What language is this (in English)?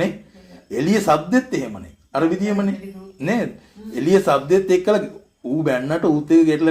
Sinhala